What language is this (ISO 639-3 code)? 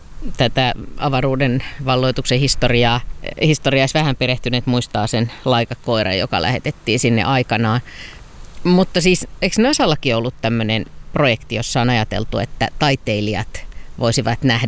fin